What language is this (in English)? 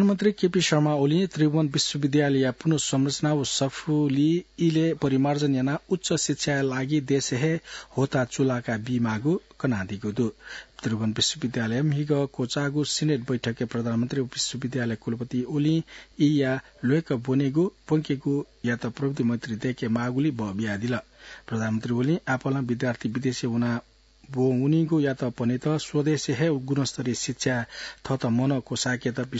Newari